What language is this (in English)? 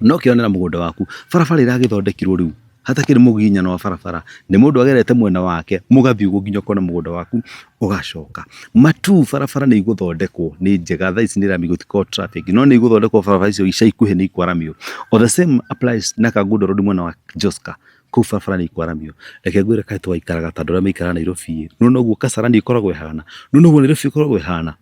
Kikuyu